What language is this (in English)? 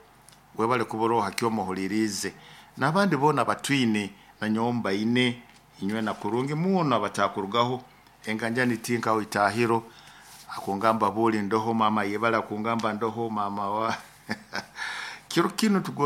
Nyoro